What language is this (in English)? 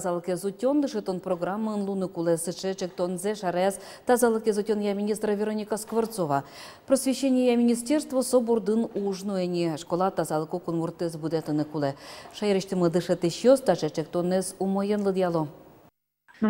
Udmurt